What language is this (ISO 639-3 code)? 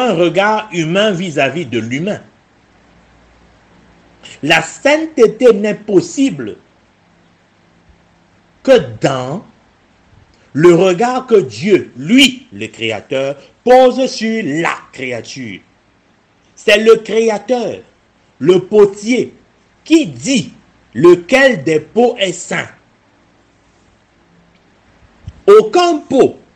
fra